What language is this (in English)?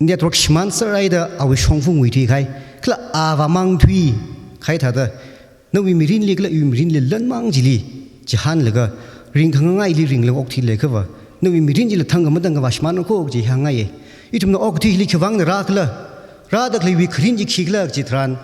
Tangkhul Naga (India)